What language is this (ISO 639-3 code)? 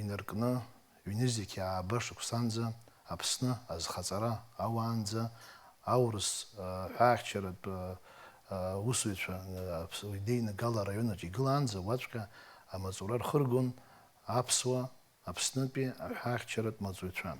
abk